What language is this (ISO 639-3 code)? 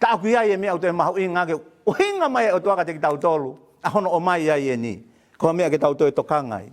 ton